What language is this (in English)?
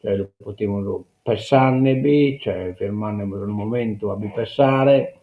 Sardinian